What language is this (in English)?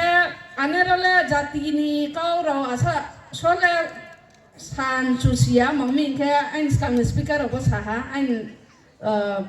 Riang (India)